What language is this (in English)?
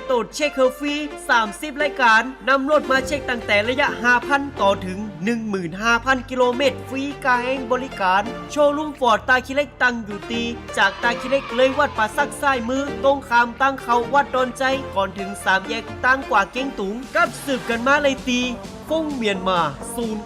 Shan